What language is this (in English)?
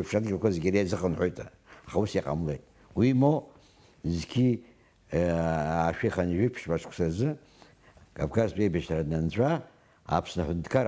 Abkhazian